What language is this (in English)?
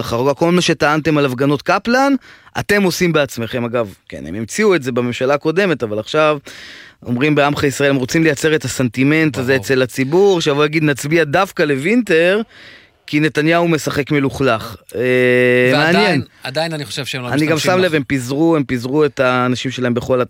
Hebrew